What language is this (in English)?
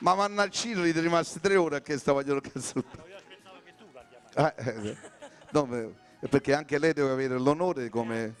Neapolitan